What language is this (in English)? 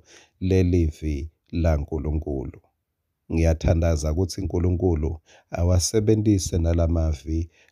Swati